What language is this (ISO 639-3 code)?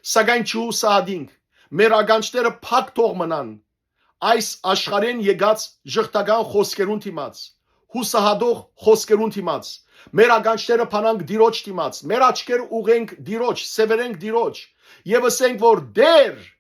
hyw